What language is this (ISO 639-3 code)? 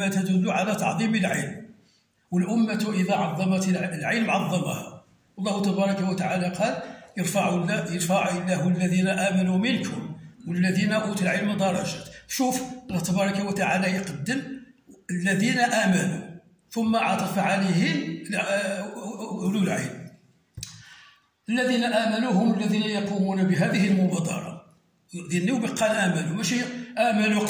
ary